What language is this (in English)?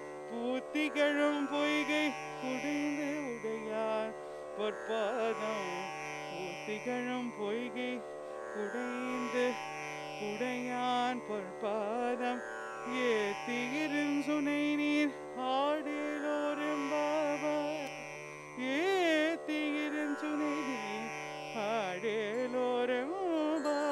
Tamil